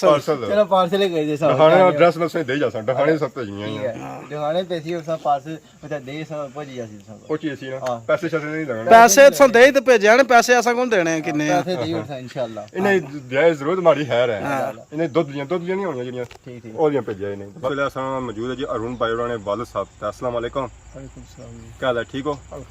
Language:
Pahari-Potwari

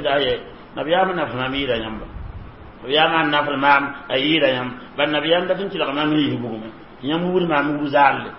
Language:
Mossi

